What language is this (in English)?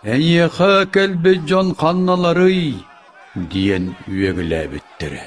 Yakut